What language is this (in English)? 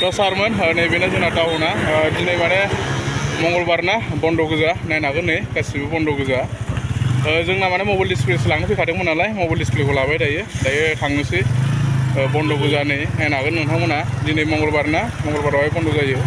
Bodo